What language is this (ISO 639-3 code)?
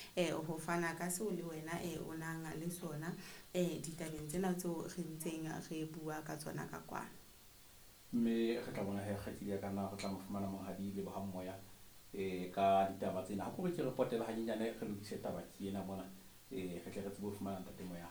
sot